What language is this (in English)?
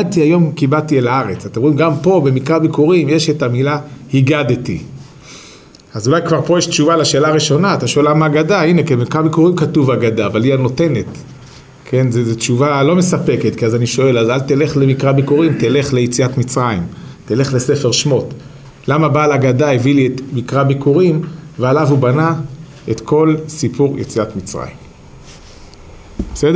Hebrew